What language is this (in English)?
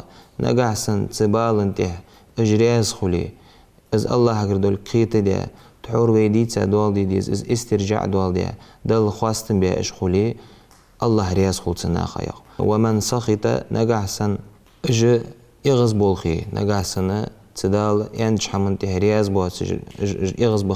Ingush